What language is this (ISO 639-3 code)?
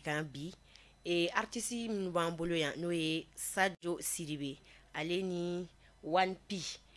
bam